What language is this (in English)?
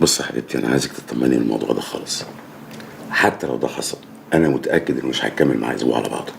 Egyptian Arabic